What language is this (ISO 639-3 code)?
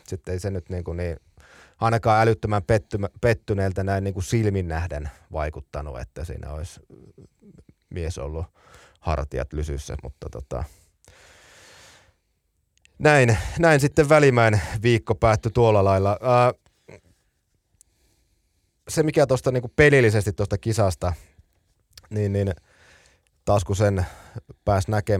fin